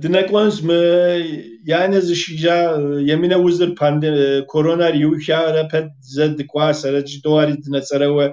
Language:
Kabardian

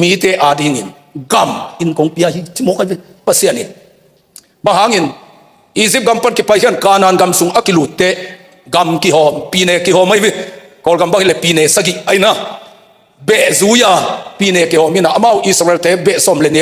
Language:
Tedim Chin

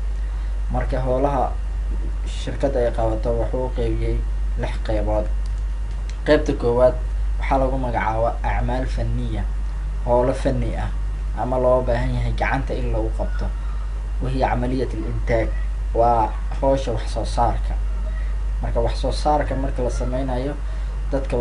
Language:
Somali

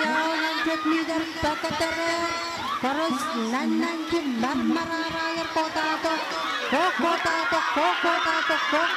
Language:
Pohnpeian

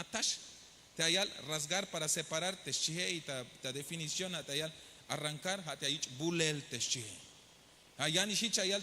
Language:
Tzeltal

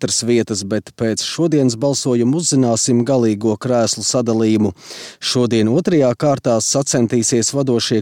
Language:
Latvian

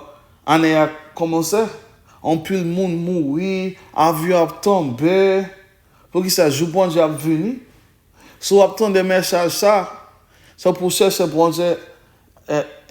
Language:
Haitian Creole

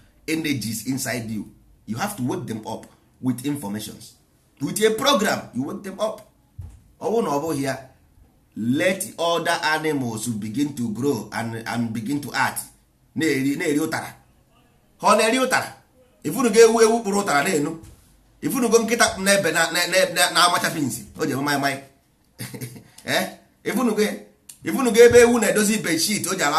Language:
Igbo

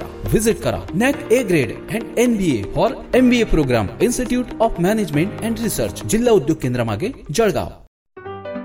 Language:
Marathi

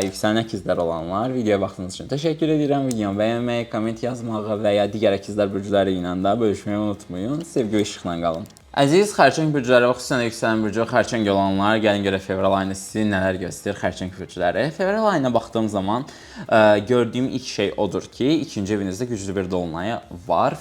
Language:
Azerbaijani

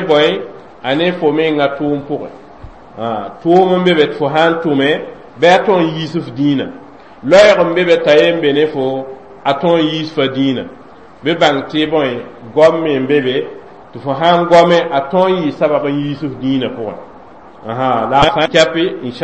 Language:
Mossi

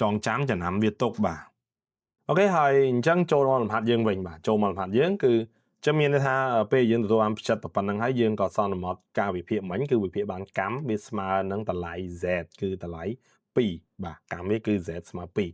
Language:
Khmer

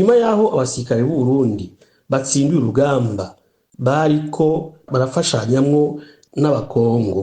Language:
Rundi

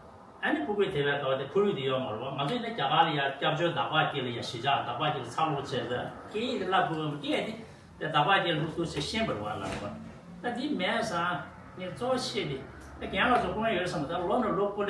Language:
Tibetan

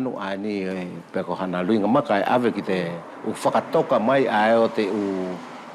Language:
Wallisian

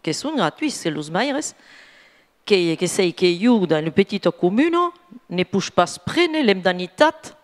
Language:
Occitan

